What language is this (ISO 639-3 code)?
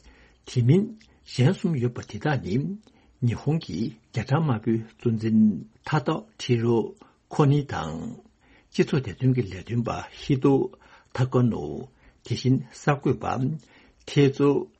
bod